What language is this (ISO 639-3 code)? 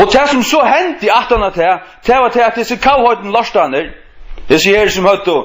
fao